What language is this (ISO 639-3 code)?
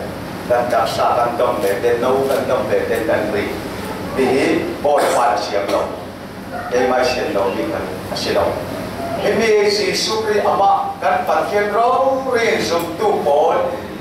cfm